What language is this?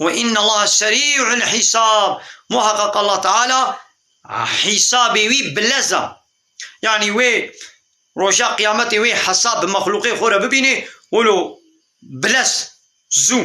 Kurdish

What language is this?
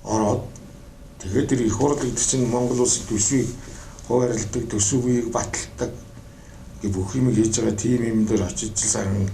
Mongolian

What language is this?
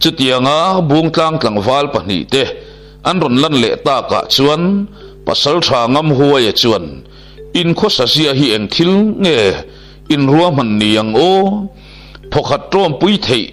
Mizo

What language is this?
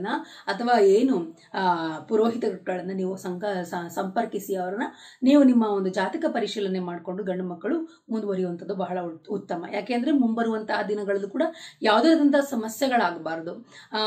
Kannada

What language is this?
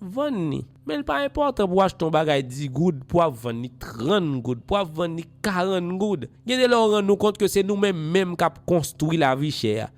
Haitian Creole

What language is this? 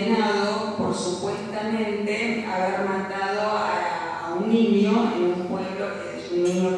Ladino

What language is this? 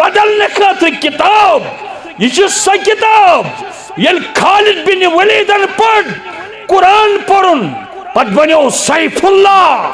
Kashmiri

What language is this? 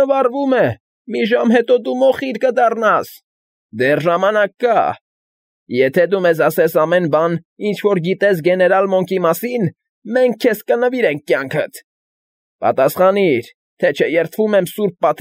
Armenian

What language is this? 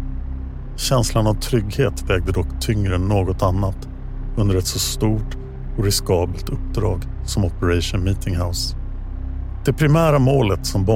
Swedish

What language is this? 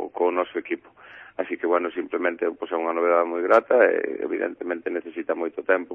Galician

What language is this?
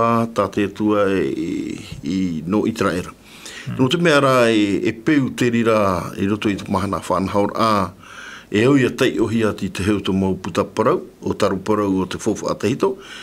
Tahitian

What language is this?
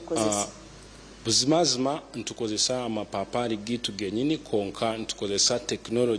Nyankole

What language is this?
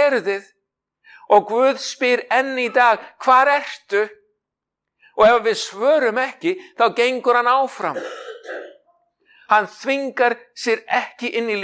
Icelandic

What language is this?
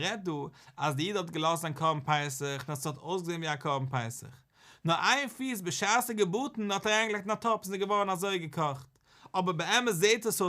Yiddish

